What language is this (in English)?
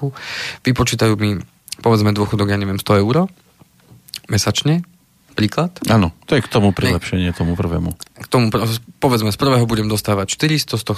Slovak